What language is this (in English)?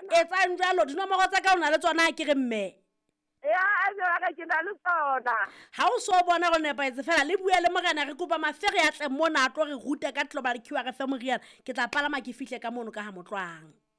Southern Sotho